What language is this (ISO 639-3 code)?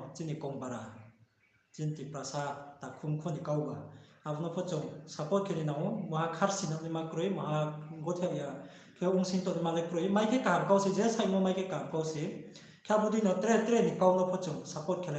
ria